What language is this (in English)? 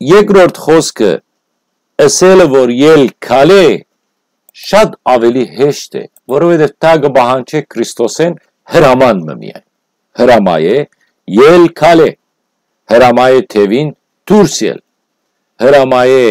Western Armenian